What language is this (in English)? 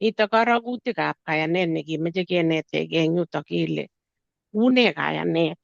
Kalenjin